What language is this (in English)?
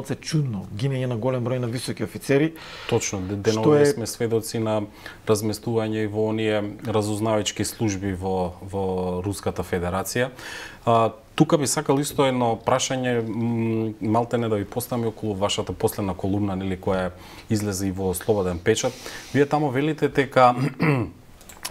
Macedonian